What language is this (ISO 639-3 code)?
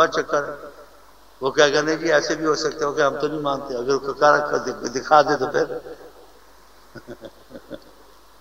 urd